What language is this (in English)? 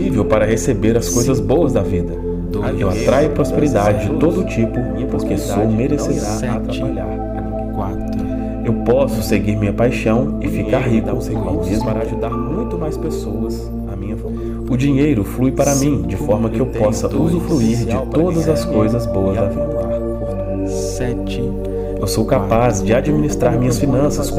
Portuguese